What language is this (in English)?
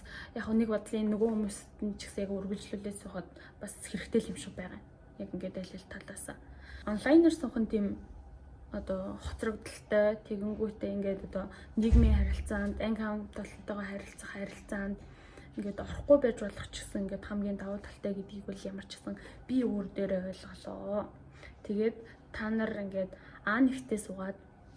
Mongolian